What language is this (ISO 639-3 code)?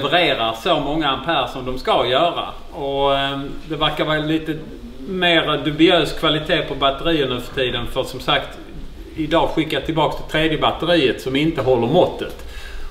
swe